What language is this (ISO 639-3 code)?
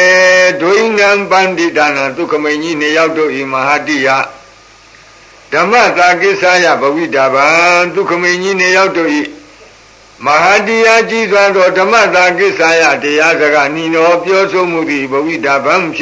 mya